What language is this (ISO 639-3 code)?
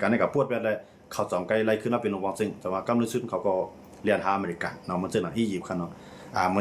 shn